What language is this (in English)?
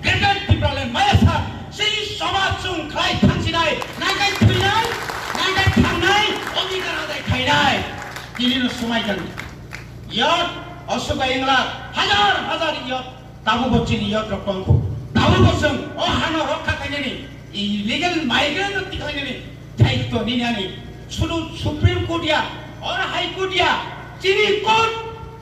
Kok Borok